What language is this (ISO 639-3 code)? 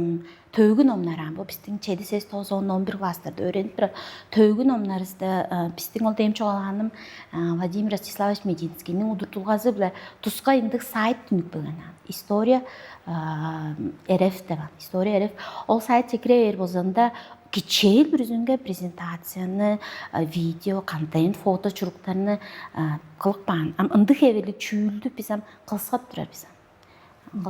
tyv